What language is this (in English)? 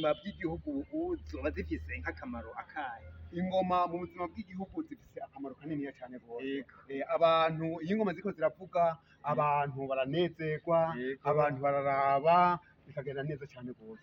Rundi